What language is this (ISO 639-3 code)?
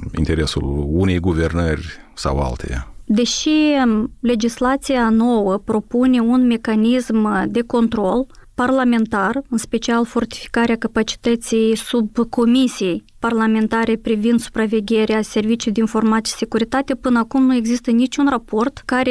ron